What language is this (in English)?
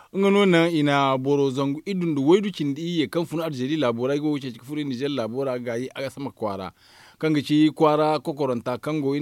Zarma